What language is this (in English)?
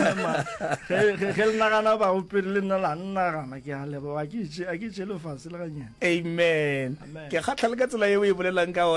Northern Sotho